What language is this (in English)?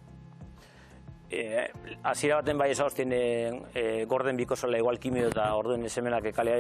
Basque